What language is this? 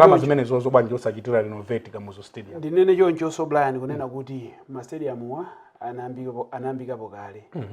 Nyanja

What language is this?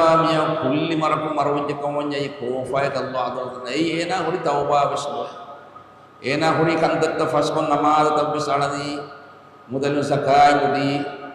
Divehi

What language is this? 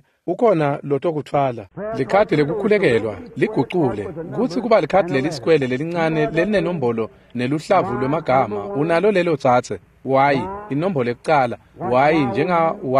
Swati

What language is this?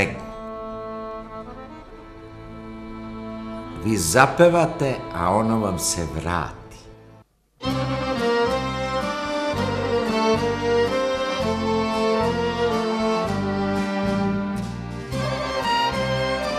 Serbian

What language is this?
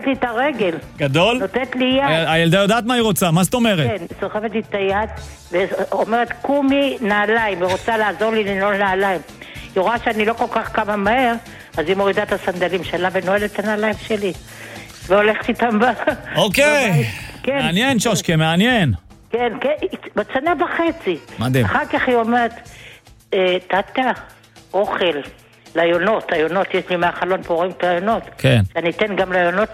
Hebrew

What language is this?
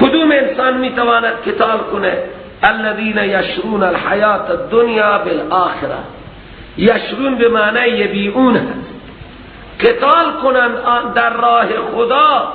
Persian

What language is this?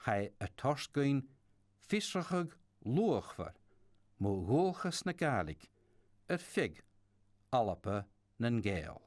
Scottish Gaelic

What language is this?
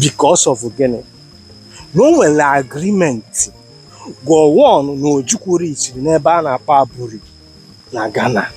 Igbo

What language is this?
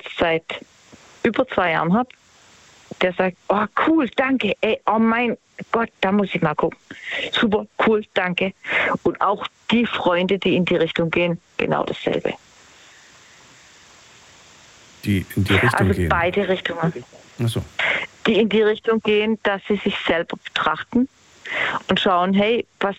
German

